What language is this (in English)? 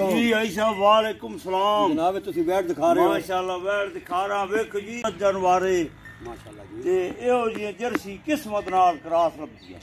Punjabi